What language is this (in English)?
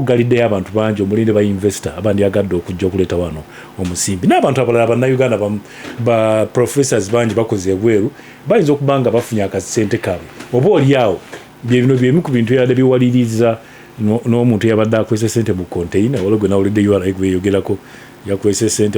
Ganda